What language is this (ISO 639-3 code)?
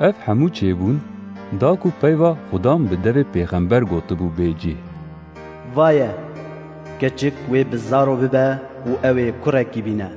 kur